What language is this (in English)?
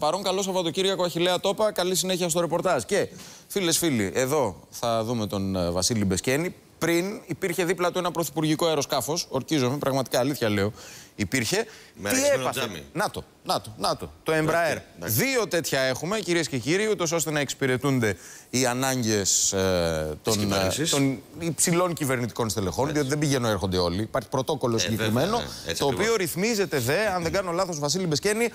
Greek